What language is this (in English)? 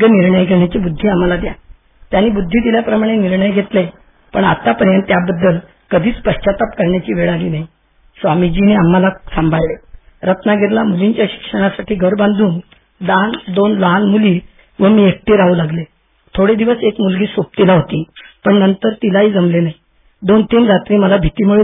Marathi